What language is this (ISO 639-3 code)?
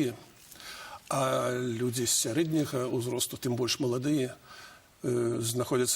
bel